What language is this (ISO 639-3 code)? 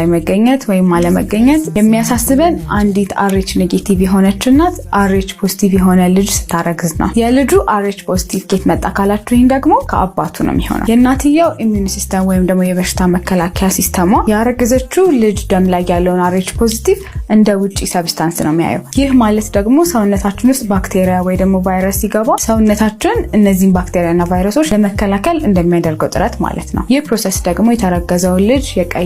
amh